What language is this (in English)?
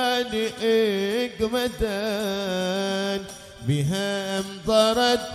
Arabic